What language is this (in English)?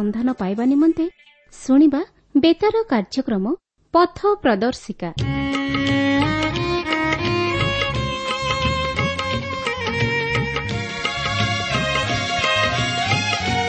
Odia